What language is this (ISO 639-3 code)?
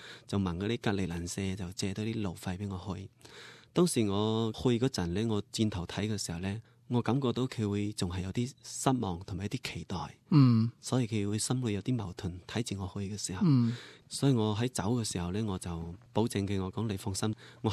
yue